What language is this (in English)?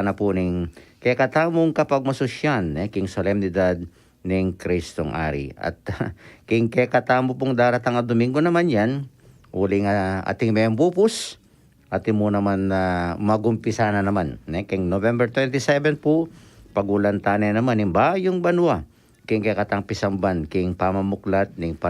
Pampanga